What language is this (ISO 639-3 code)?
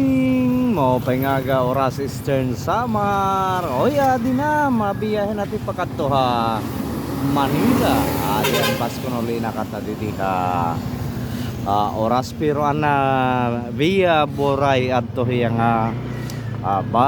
war